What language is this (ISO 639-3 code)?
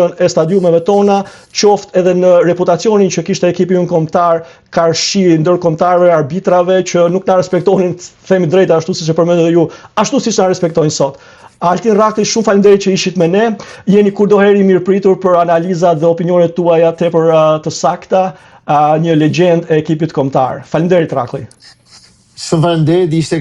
sqi